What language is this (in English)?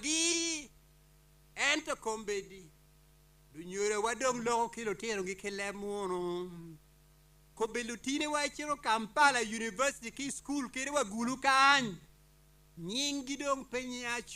Acoli